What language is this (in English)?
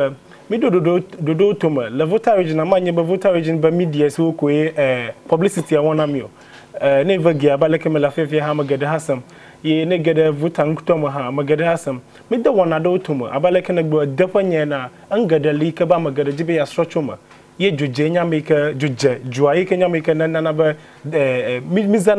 Ewe